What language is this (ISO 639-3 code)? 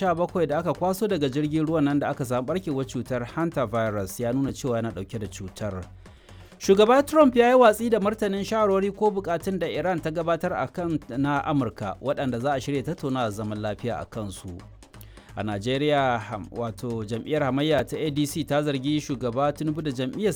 hau